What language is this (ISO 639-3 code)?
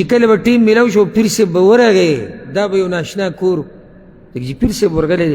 pus